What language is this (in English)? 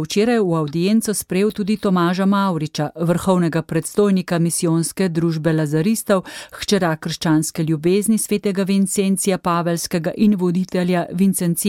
Slovenian